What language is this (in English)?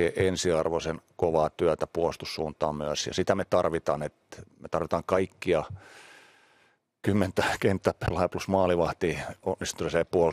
Finnish